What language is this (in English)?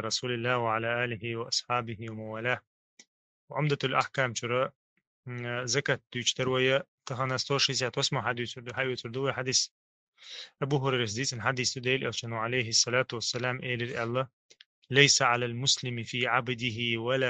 Chechen